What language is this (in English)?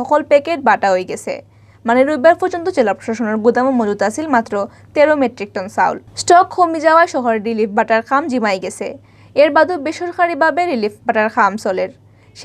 Sylheti